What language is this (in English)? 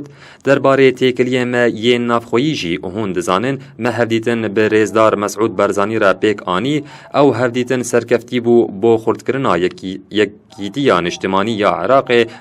Kurdish